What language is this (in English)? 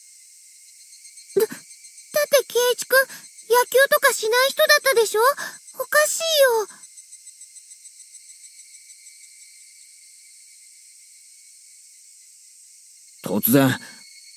Japanese